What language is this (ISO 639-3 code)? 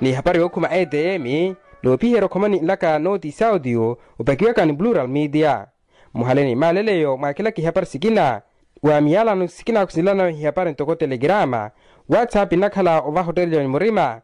vmw